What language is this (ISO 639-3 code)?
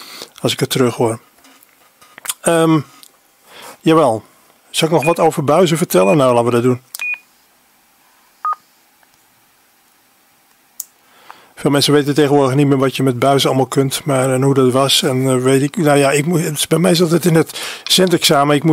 nld